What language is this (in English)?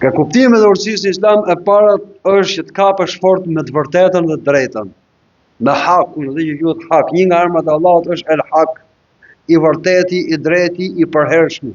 Albanian